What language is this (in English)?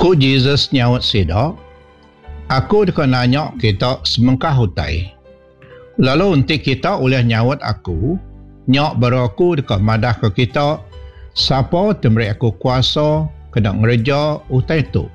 Iban